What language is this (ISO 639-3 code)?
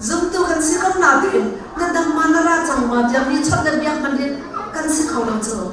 cnh